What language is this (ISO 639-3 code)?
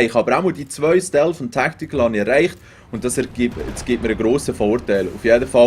gsw